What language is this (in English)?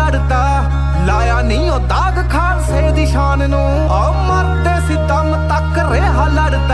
Punjabi